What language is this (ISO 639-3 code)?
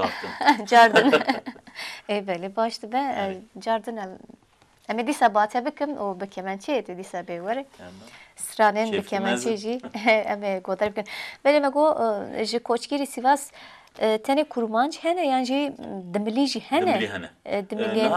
kur